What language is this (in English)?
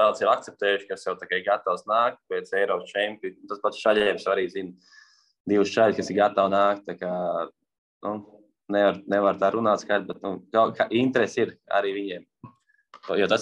Latvian